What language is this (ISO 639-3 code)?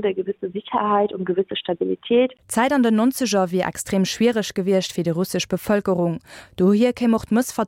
ltz